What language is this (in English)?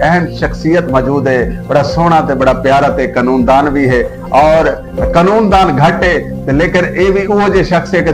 Saraiki